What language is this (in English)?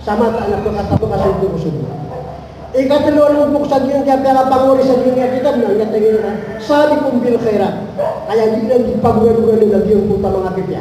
Maranao